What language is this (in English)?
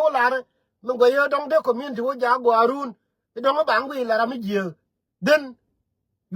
Nuer